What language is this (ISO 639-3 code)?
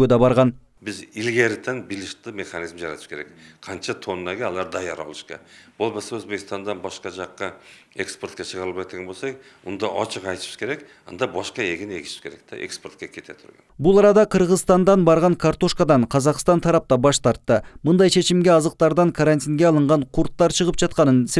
kir